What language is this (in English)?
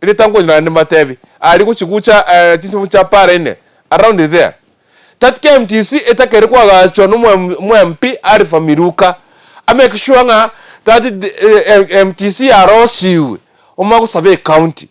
Gusii